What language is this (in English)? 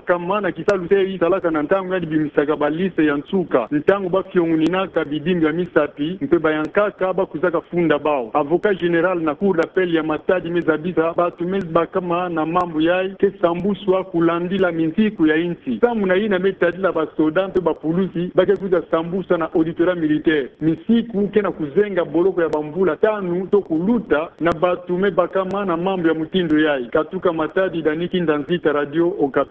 Kituba (Democratic Republic of Congo)